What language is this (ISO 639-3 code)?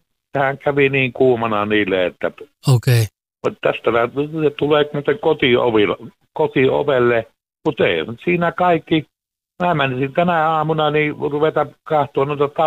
fin